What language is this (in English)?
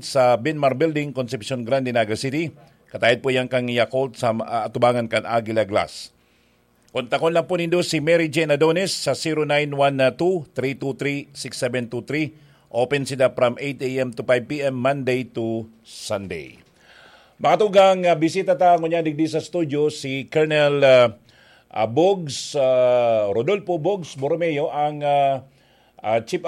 Bikol